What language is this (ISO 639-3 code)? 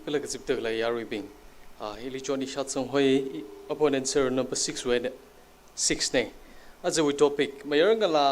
nmf